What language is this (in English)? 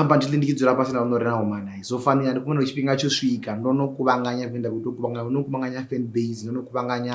Venda